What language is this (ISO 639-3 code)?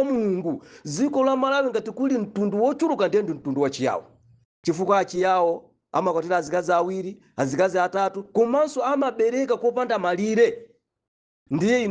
nya